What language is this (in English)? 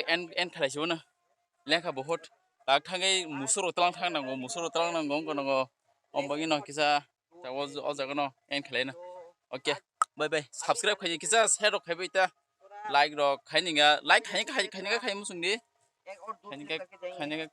Kok Borok